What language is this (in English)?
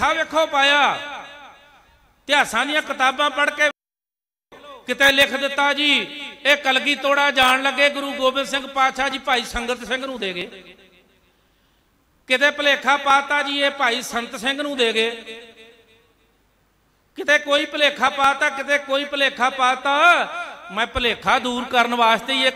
Punjabi